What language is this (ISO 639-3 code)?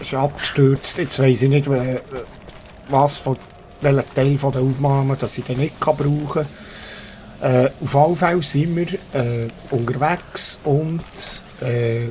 gsw